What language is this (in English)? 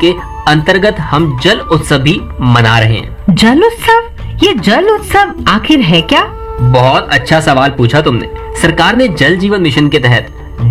Hindi